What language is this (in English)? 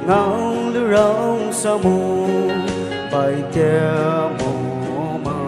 Poumei Naga